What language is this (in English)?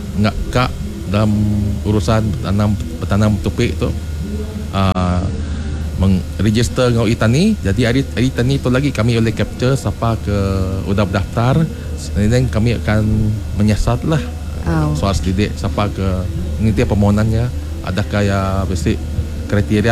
Iban